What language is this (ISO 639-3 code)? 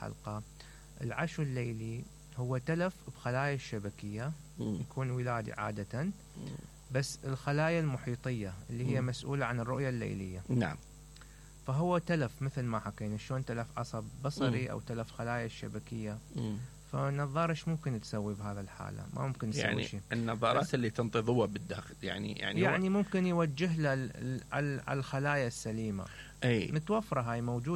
acm